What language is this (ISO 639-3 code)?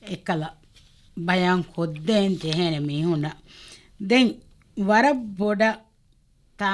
div